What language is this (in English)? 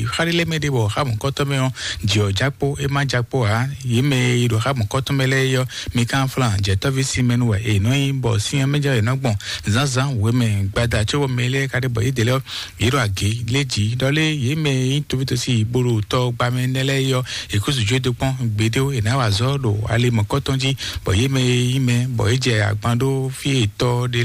Fon